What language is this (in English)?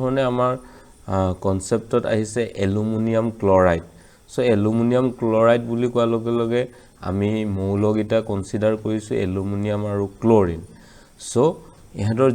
Assamese